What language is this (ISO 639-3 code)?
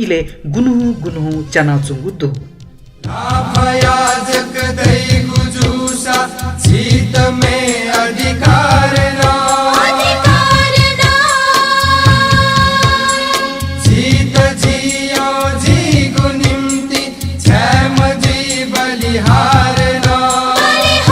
new